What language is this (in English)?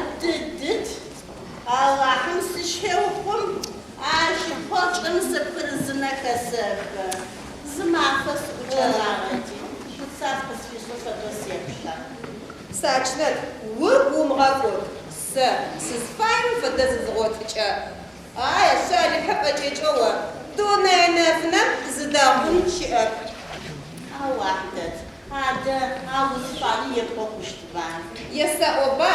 Adyghe